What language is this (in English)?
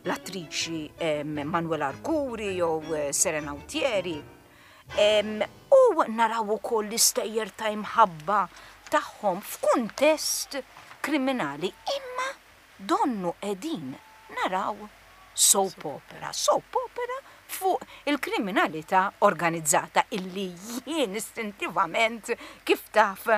Maltese